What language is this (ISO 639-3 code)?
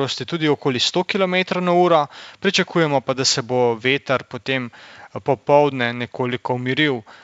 slv